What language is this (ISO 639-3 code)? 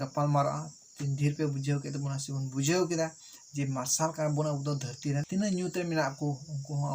sat